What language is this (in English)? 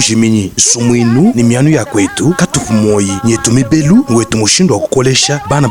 Luba-Lulua